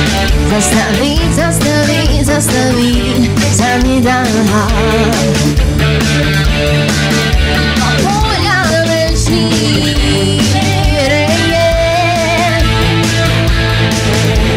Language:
Slovak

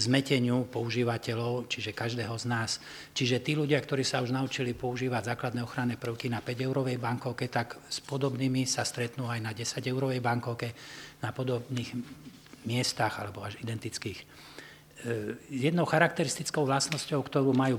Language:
Slovak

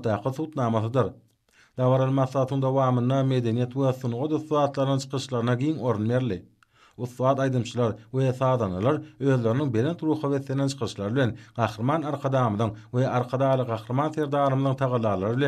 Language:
Turkmen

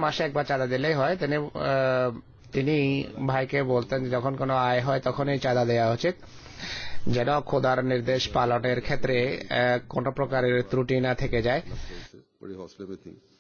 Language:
Bangla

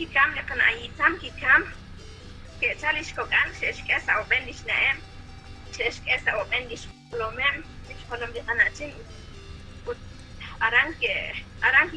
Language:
Kekchí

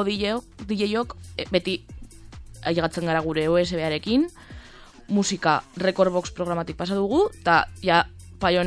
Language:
Basque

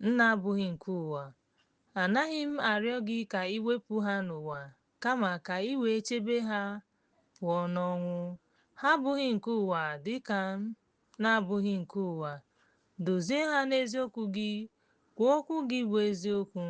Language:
Igbo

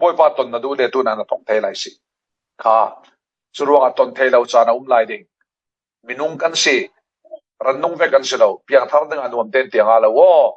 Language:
Falam Chin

